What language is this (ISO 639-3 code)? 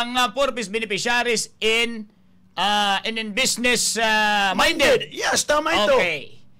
war